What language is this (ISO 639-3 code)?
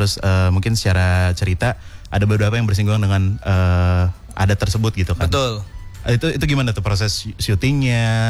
ind